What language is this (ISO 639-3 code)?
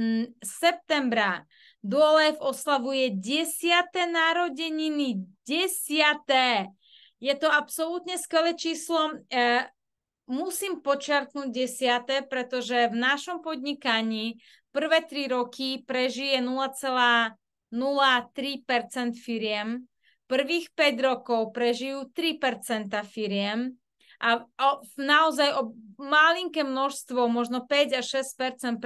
slk